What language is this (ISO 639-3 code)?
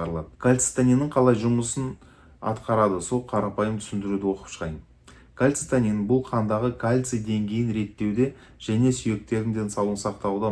kaz